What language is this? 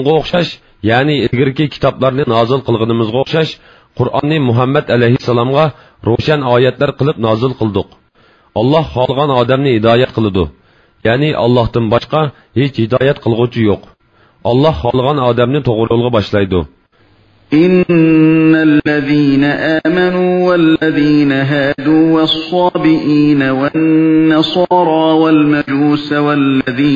Uyghur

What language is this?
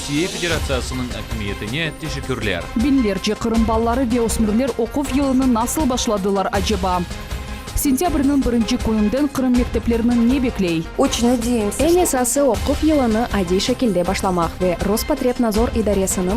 Crimean Tatar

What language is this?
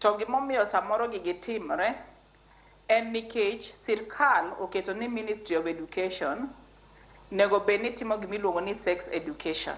Luo (Kenya and Tanzania)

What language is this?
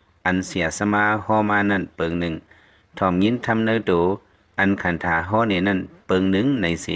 Lao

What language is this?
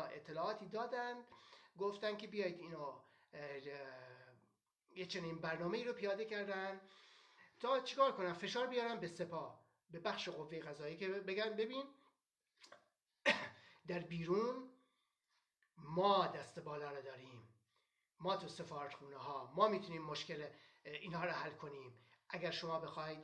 Persian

